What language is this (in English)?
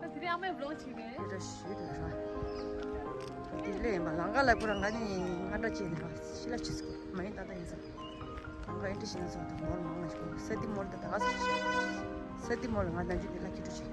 Tibetan